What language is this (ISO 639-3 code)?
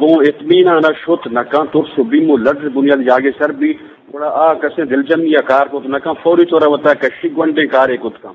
bgp